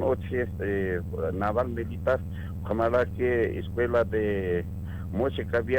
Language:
Aymara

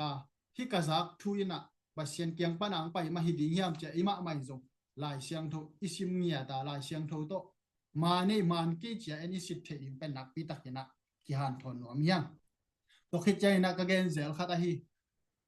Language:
Tedim Chin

